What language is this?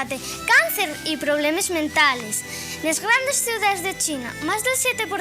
Asturian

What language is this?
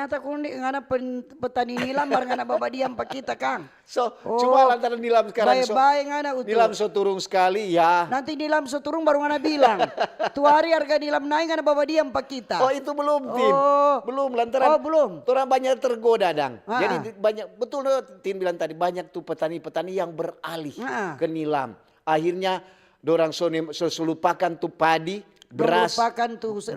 Manado Malay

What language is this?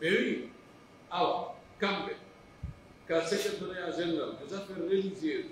Pular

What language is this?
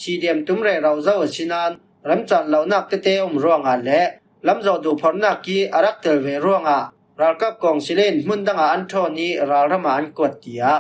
Falam Chin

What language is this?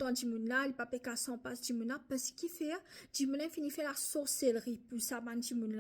Morisyen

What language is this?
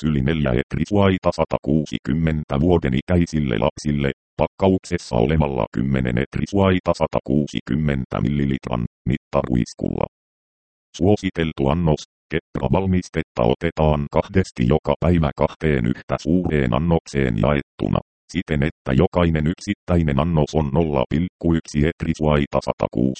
Finnish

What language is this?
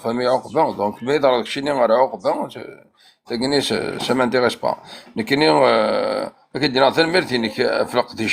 Kabyle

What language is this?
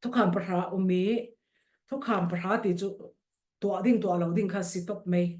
Falam Chin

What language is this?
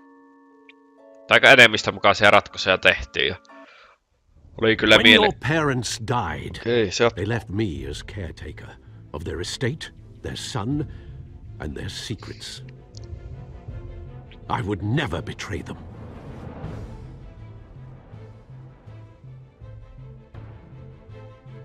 Finnish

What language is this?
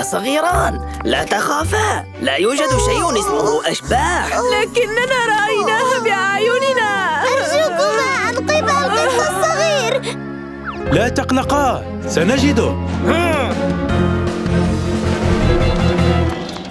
Arabic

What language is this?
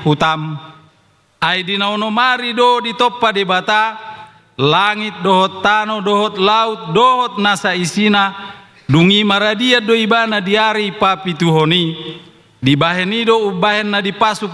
Batak Toba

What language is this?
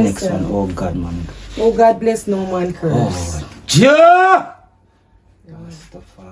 Jamaican Creole English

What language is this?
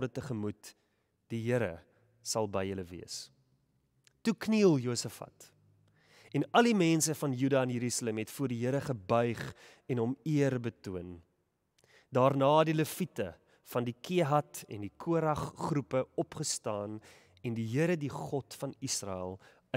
Afrikaans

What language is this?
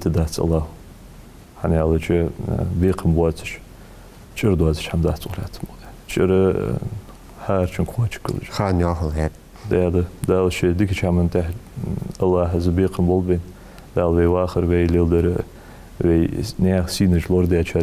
Ingush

